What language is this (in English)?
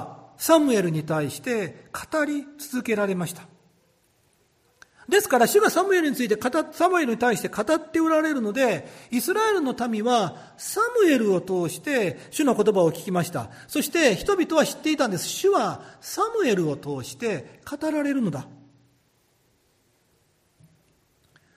Japanese